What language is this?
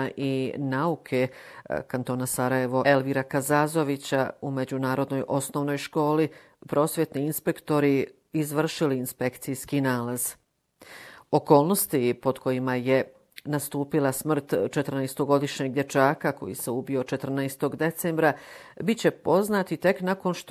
Bosnian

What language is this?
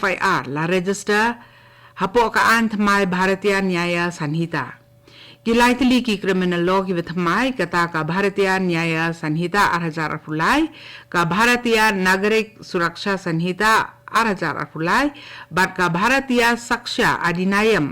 Khasi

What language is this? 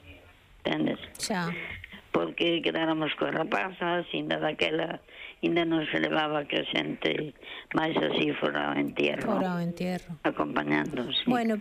Galician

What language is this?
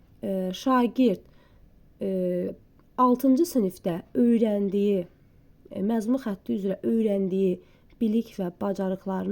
Azerbaijani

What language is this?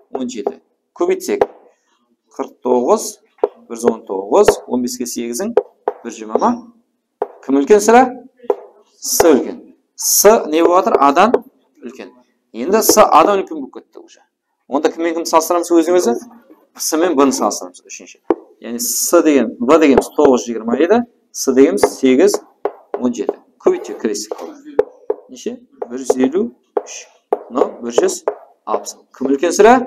Kara-Kalpak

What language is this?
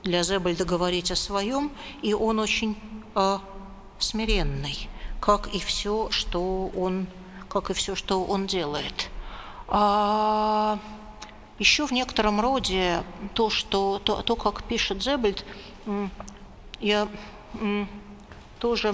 Russian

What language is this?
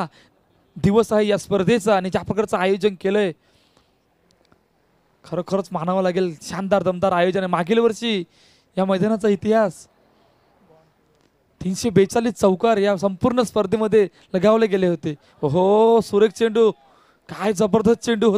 Marathi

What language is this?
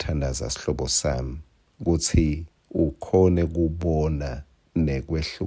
Swati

